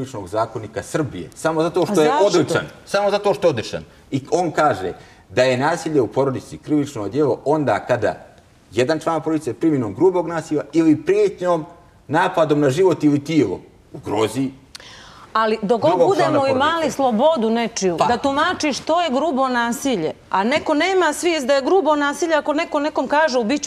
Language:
Bosnian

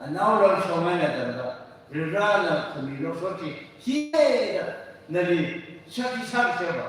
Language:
Tangkhul Naga (India)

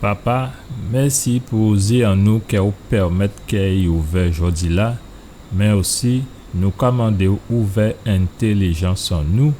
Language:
Guadeloupean Creole French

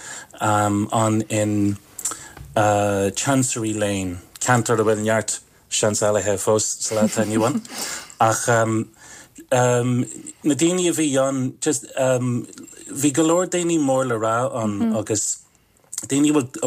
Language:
Irish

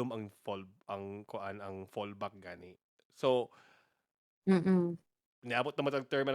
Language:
Cebuano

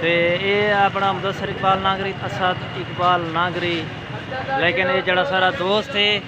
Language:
Saraiki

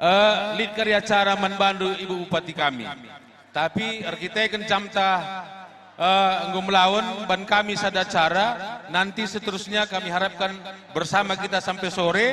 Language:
Batak Karo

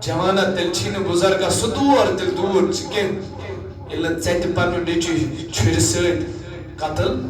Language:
Kashmiri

